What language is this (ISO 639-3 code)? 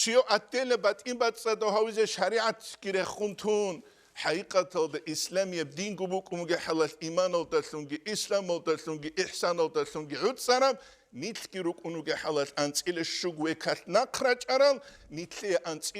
ava